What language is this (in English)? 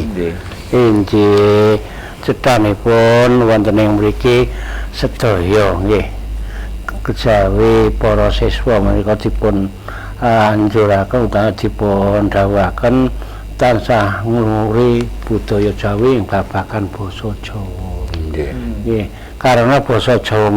Javanese